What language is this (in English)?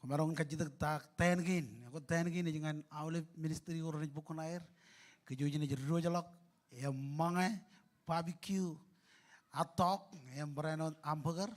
Marshallese